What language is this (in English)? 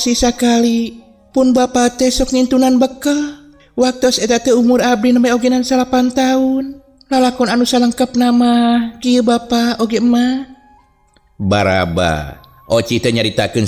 Sundanese